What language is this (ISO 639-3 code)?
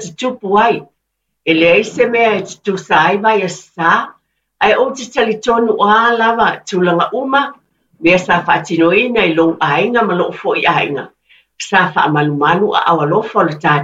smo